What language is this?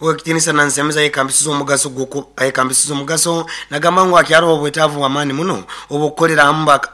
Nyoro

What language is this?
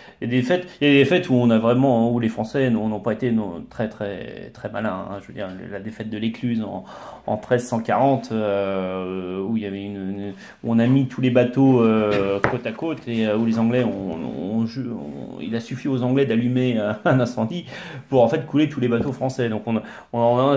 French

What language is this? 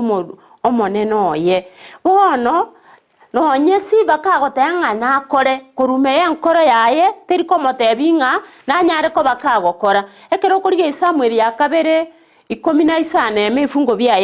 Gusii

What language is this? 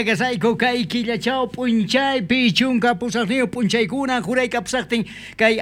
South Bolivian Quechua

